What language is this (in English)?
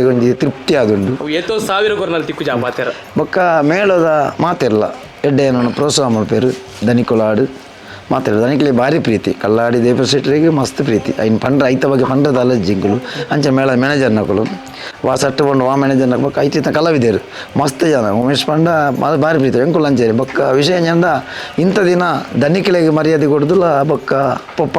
Tulu